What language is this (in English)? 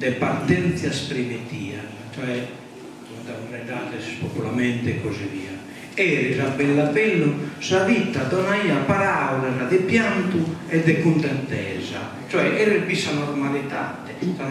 Sardinian